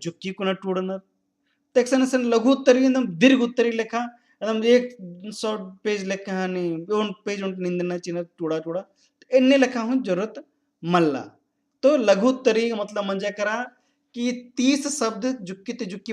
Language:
Kurukh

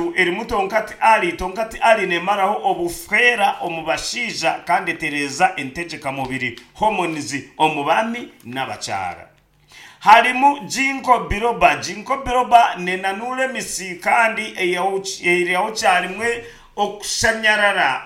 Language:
Nyankole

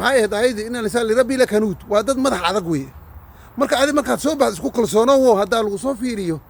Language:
Somali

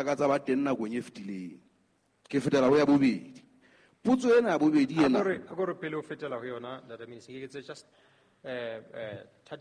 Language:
Southern Sotho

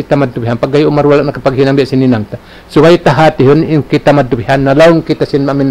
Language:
Tausug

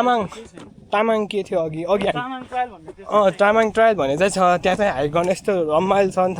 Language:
Nepali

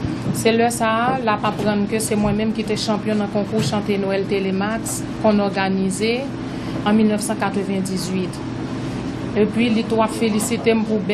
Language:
Haitian Creole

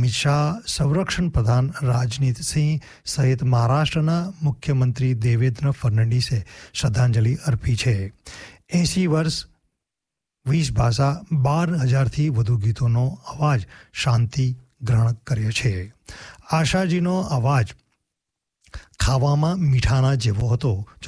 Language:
Gujarati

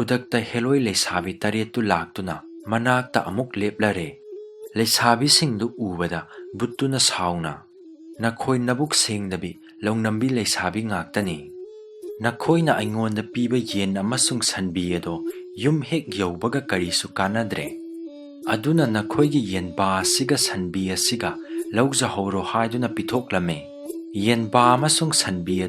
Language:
Manipuri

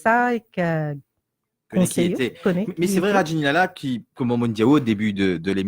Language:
Morisyen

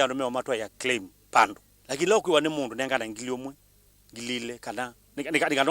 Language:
Kamba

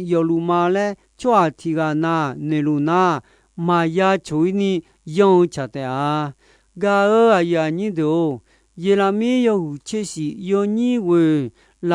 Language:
Akha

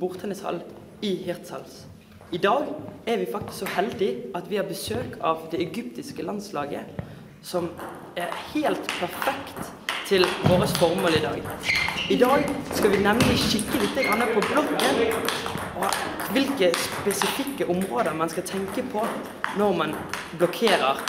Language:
Norwegian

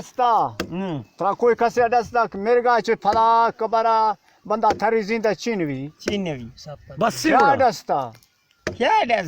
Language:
Eastern Balochi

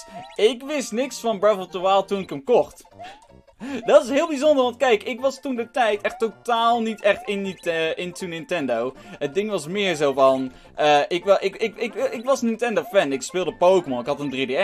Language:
Dutch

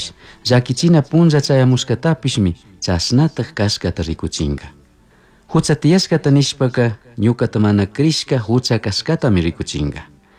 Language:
Chimborazo Highland Quichua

